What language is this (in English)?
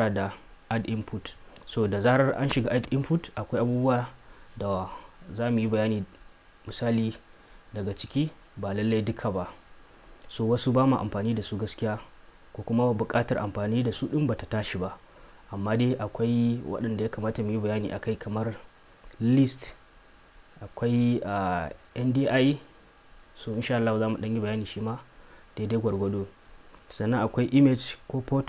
Hausa